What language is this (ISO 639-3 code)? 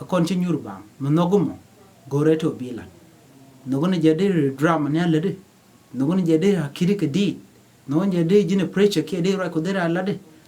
nus